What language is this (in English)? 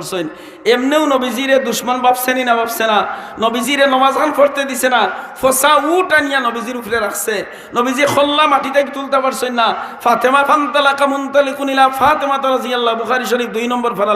Sylheti